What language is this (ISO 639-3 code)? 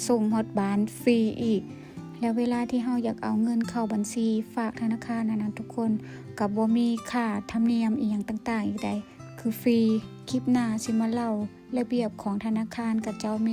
lao